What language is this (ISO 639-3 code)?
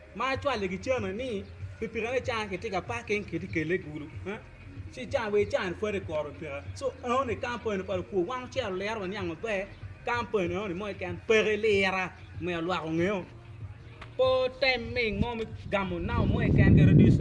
ach